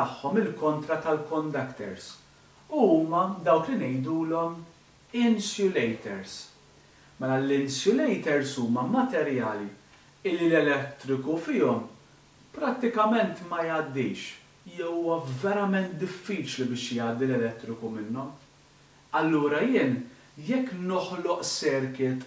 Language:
Maltese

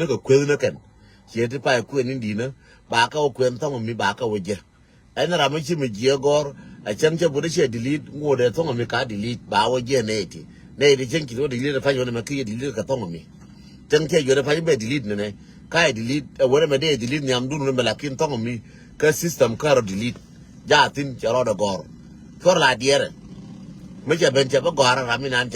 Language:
Nuer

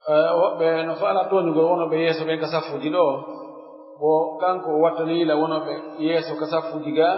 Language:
Pular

